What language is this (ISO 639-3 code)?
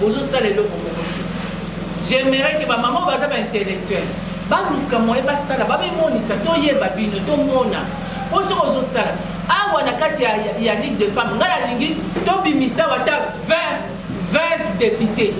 lin